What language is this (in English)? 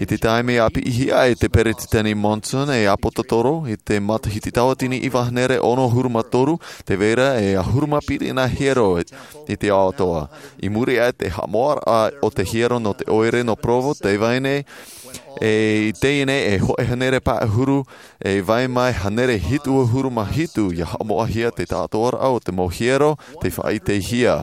Tahitian